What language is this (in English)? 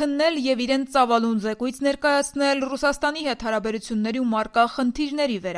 Armenian